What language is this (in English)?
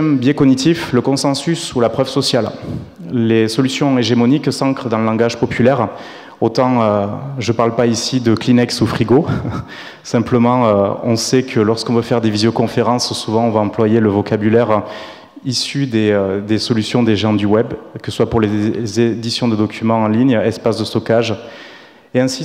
French